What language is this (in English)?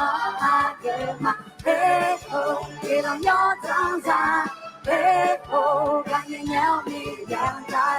Akha